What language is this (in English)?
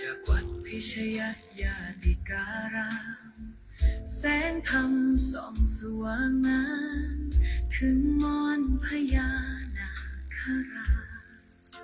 Pali